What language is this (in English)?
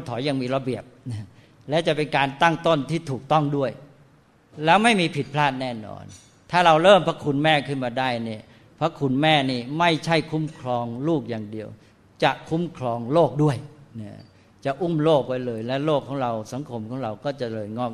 Thai